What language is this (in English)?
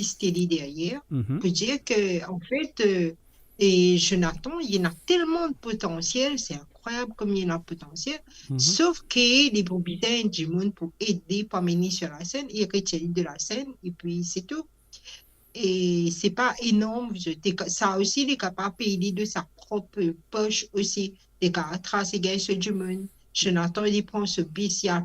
Morisyen